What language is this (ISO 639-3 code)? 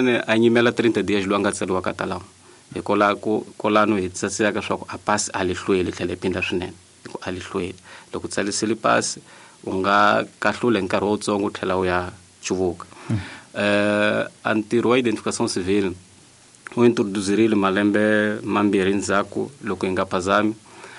tso